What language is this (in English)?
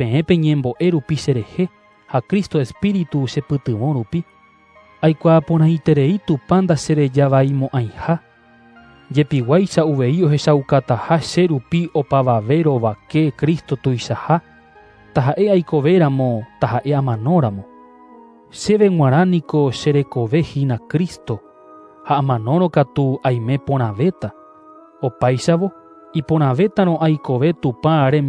Guarani